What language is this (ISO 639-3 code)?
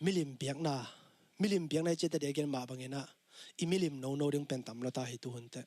ctd